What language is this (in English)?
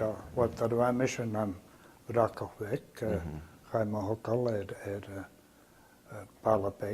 Scottish Gaelic